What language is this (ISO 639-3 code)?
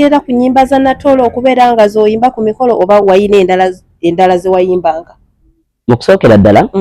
lug